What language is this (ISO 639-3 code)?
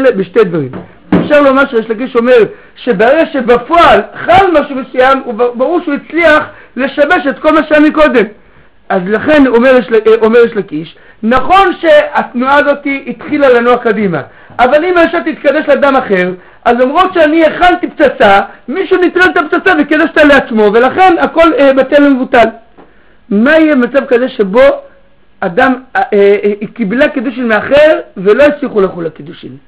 heb